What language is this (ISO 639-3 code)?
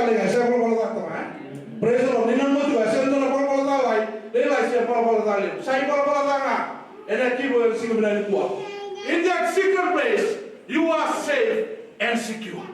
fij